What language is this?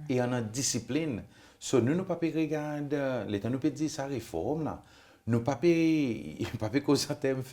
Seselwa Creole French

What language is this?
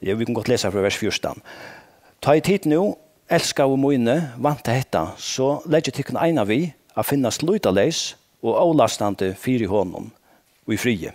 Faroese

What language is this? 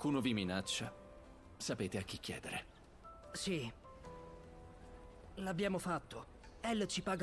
Italian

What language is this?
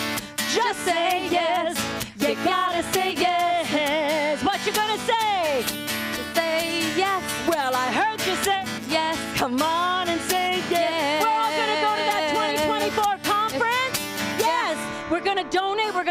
English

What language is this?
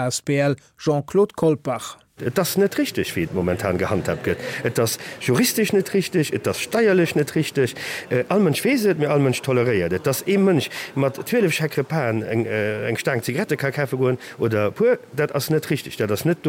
Luxembourgish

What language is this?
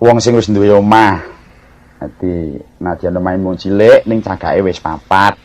Javanese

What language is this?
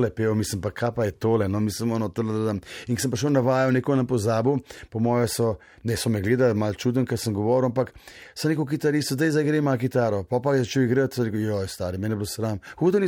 Slovenian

